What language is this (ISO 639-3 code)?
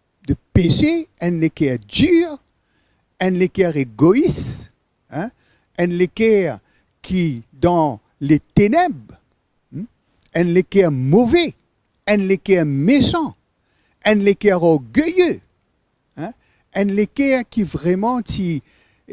mfe